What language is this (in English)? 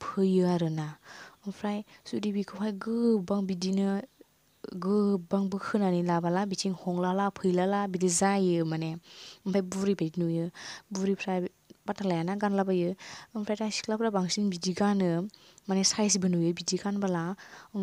Bodo